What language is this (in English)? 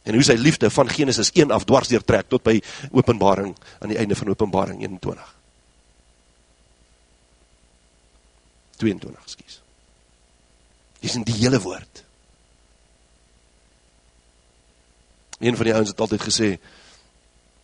Afrikaans